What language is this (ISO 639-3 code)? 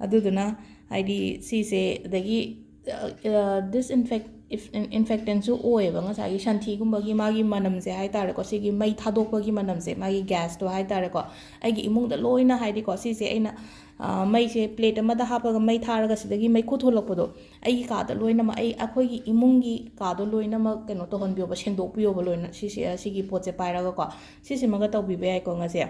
mni